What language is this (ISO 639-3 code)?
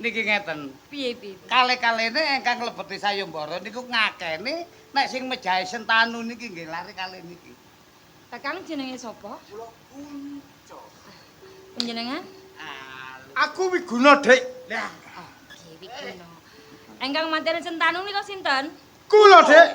jav